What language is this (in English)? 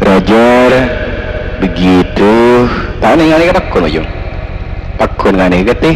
Madurese